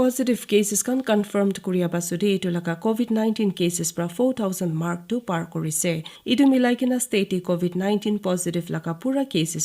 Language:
Naga Pidgin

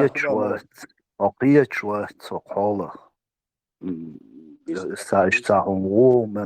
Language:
Chechen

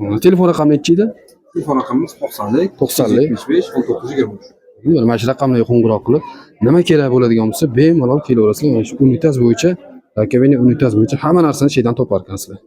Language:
Uzbek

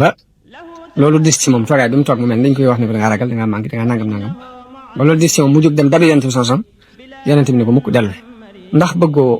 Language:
Wolof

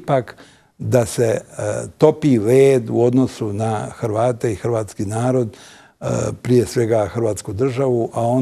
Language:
Bosnian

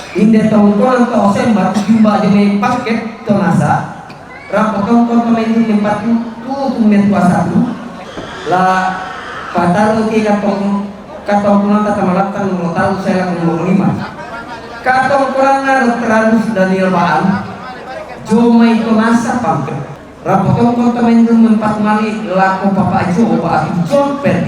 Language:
Toraja-Sa'dan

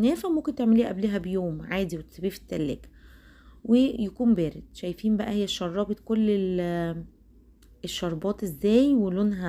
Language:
Egyptian Arabic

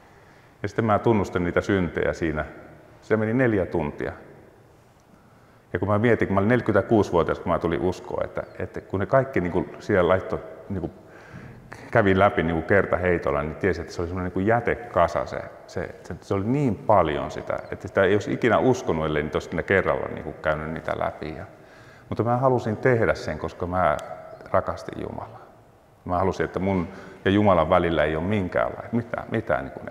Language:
Finnish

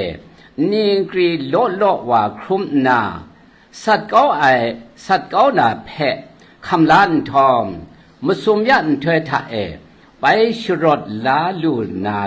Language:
Kachin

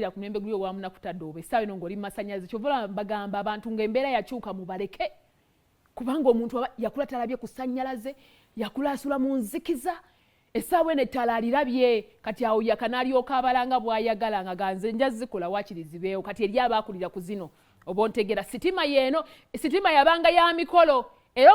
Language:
Ganda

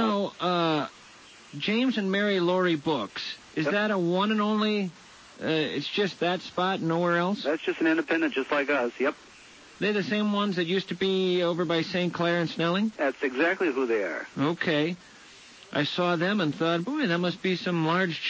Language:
English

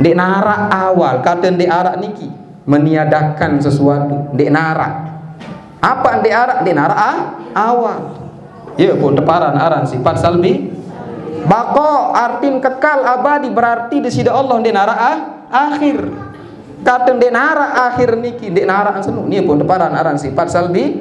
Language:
Sasak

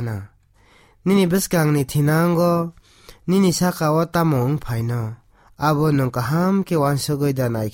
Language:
Kok Borok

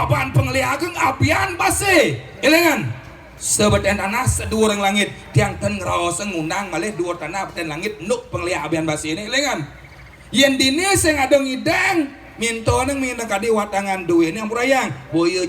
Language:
Balinese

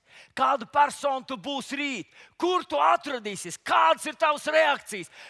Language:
Latvian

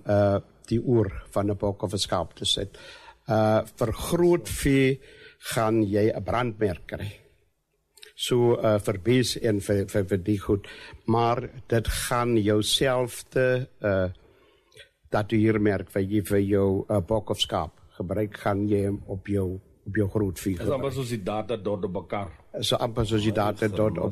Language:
Afrikaans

